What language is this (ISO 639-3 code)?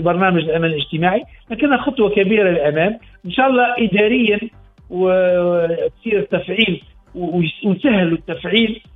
aeb